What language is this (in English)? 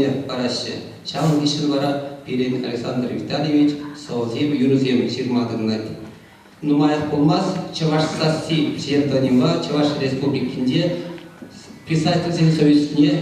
Chuvash